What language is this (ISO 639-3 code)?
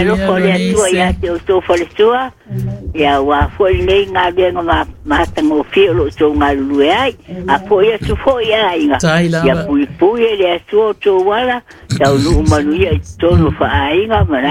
smo